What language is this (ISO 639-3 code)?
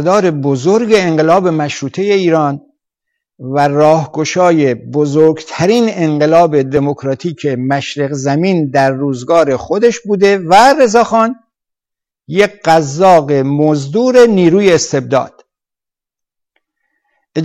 fas